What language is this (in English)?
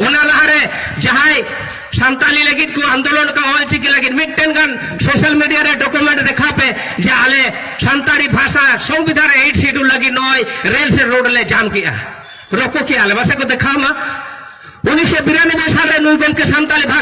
Santali